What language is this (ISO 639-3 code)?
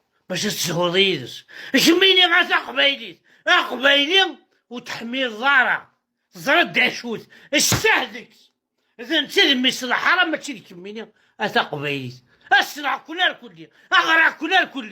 kab